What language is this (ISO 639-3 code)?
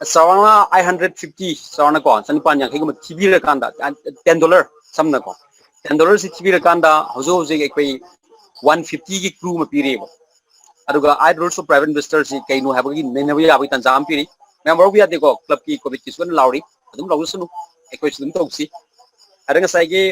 mni